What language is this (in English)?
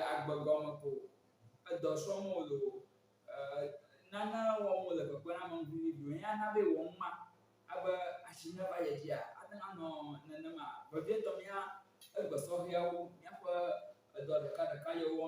Ewe